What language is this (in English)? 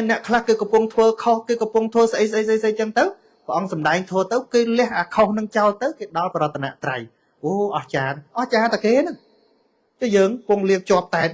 Khmer